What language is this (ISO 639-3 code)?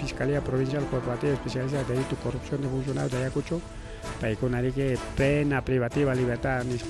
quy